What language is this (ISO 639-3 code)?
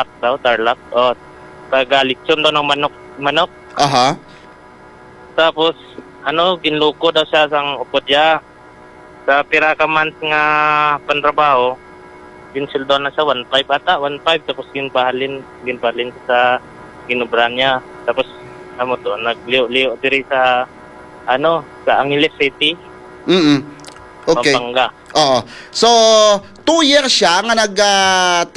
hil